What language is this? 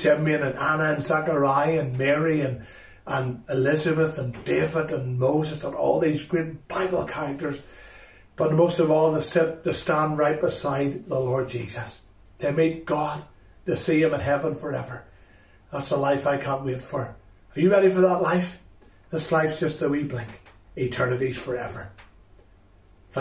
English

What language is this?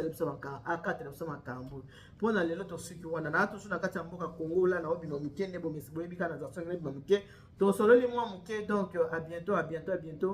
Lingala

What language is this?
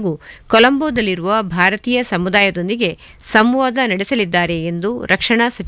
Kannada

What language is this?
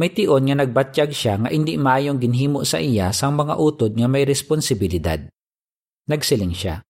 Hiligaynon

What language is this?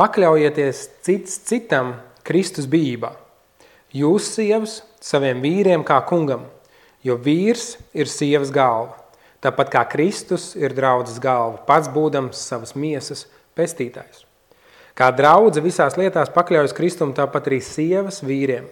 Latvian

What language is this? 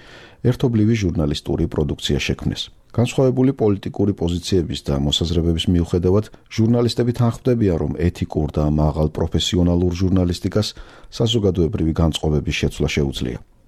Georgian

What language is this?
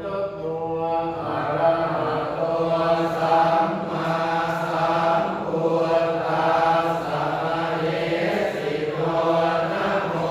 Pali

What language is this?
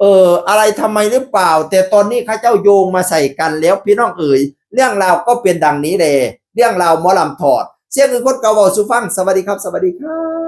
Northeastern Thai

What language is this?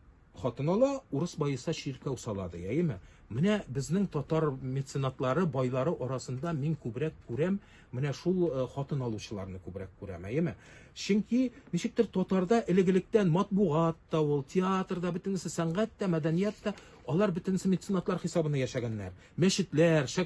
Tatar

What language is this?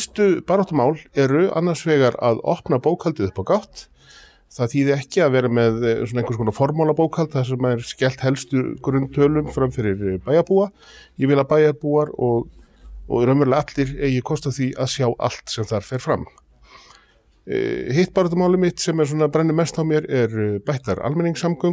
Icelandic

